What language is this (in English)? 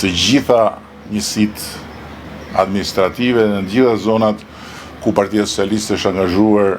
Albanian